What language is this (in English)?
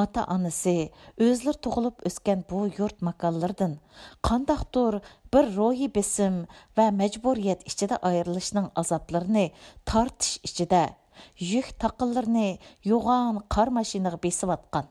Uyghur